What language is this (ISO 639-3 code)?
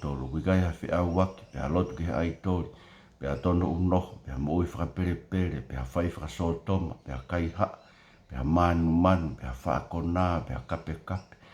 ton